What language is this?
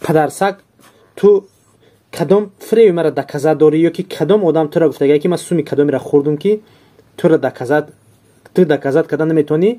Tajik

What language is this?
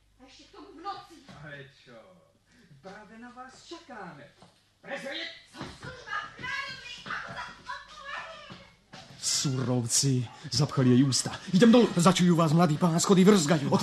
Slovak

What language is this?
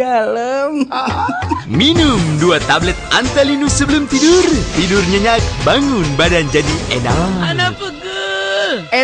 Banjar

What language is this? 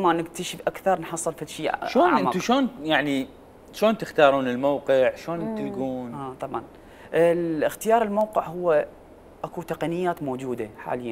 Mesopotamian Arabic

